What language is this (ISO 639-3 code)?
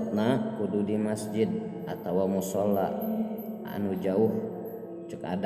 sun